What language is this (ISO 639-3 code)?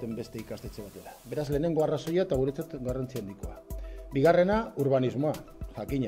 eus